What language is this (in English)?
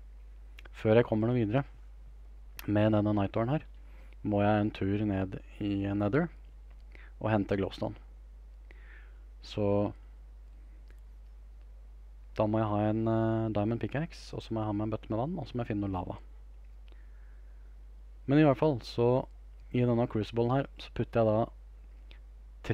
Norwegian